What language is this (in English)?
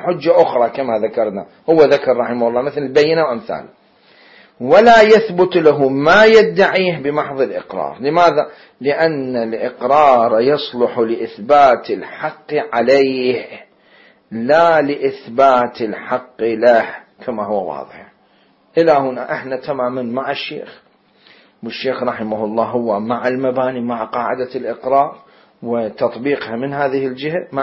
Mesopotamian Arabic